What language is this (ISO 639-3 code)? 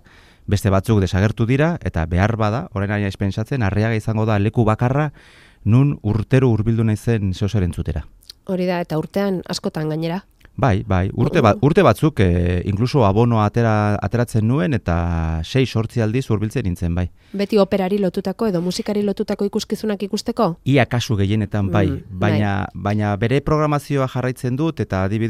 eus